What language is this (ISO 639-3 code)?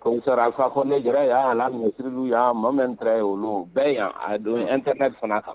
bam